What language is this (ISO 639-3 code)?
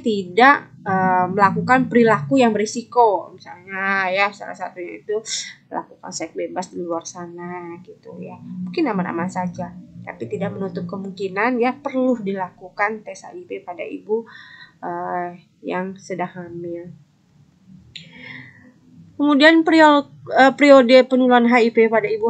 ind